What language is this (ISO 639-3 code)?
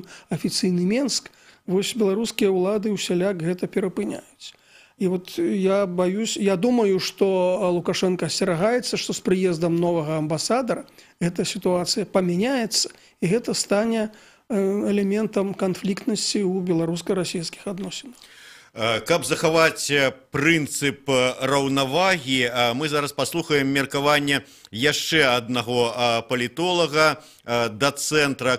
bel